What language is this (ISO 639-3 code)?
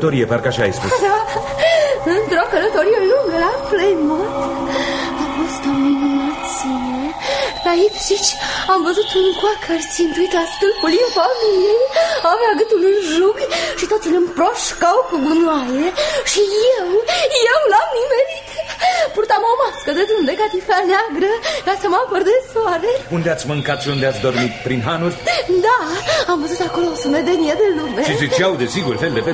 ron